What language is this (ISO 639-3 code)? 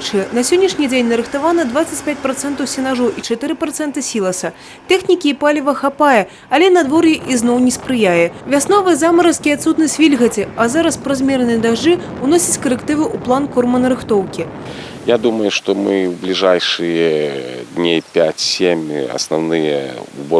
bel